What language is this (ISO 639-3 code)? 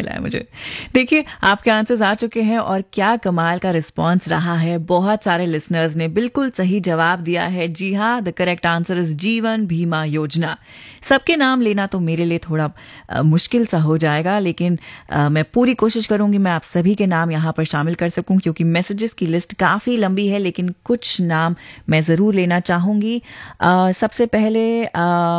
hin